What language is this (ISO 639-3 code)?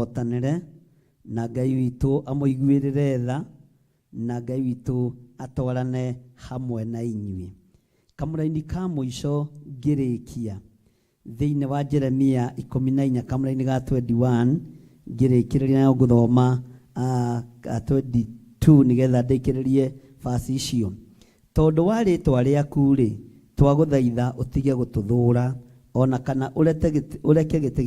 kik